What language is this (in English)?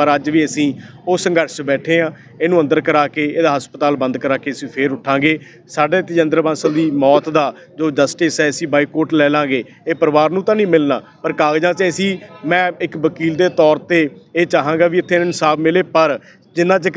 Punjabi